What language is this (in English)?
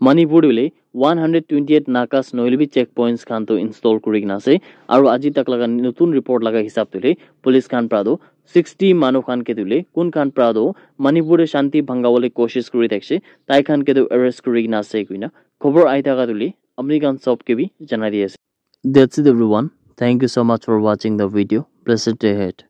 Naga Pidgin